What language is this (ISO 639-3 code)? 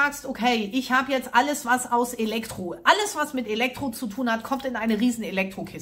deu